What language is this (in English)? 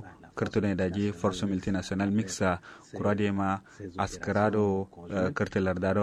Kanuri